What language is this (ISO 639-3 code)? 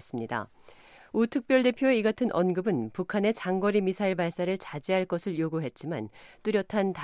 kor